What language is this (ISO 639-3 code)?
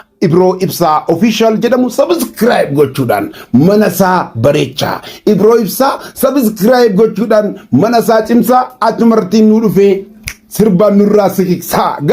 orm